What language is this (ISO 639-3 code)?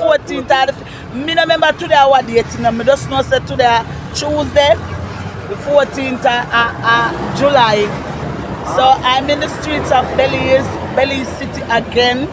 jam